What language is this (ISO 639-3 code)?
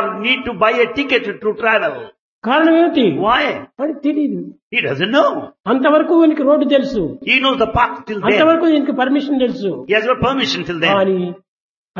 tel